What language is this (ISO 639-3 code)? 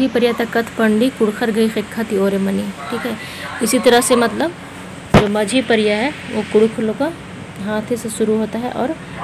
kru